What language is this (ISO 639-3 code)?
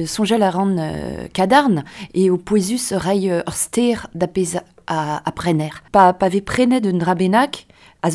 bre